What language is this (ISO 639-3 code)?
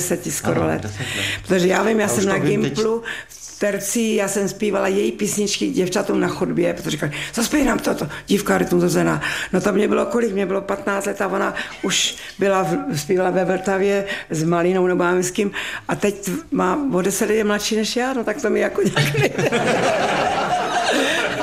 ces